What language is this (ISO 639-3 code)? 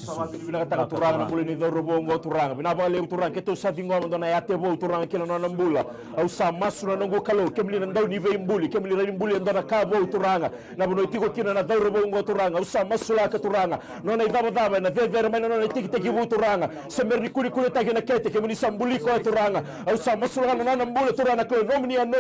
fij